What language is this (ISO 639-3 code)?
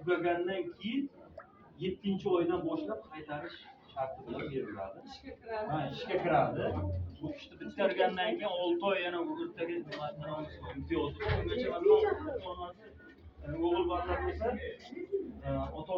uzb